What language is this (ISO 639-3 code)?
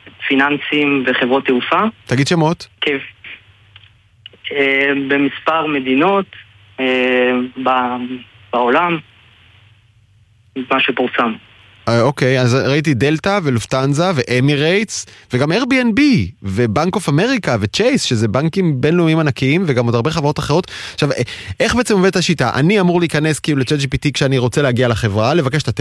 heb